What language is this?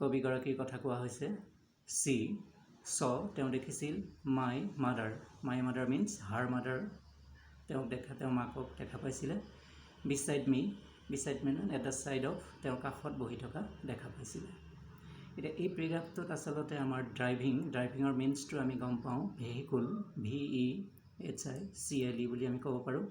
Assamese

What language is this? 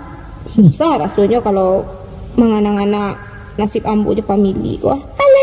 Minangkabau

